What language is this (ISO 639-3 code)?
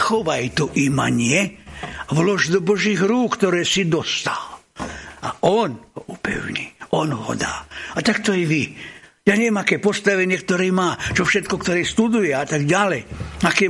slk